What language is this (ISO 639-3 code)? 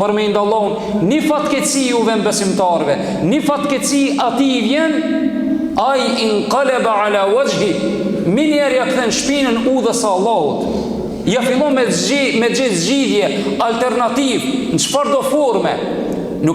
sqi